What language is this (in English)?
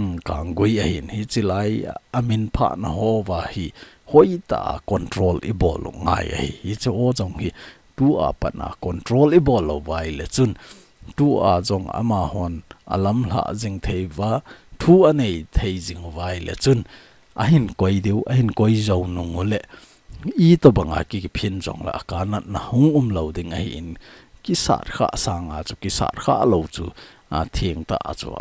Thado Chin